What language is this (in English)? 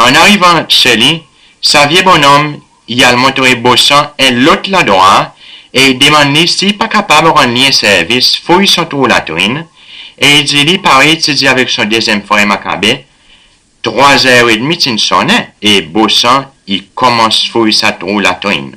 Seselwa Creole French